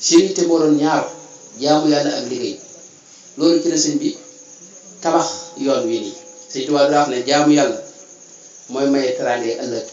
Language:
Wolof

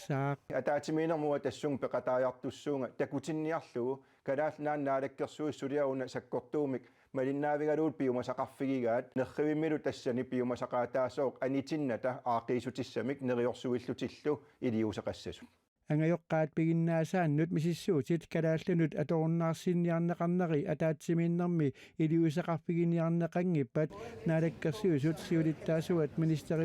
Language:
Kalaallisut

